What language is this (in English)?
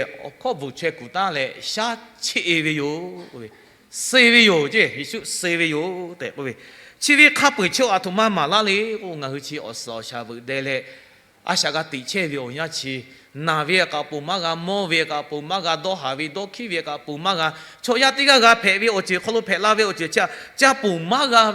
Lahu